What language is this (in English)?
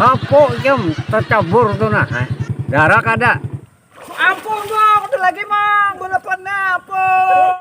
Banjar